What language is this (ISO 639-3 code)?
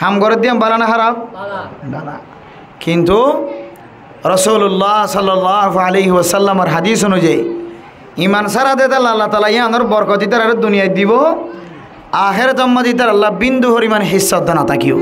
rhg